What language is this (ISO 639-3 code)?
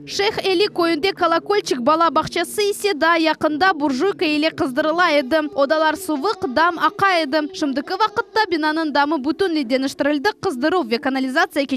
crh